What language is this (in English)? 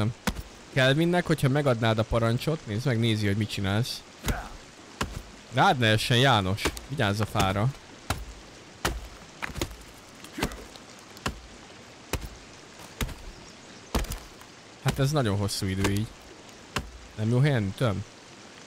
Hungarian